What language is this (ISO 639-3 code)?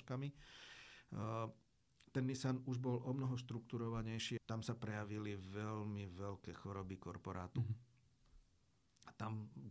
slk